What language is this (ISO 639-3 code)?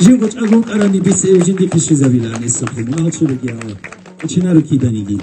ava